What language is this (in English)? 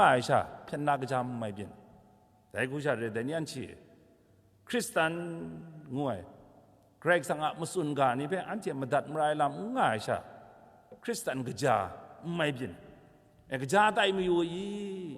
Kachin